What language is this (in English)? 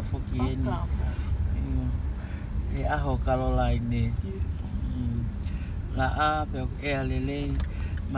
Tongan